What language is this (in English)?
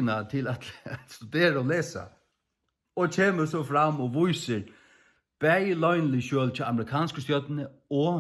Faroese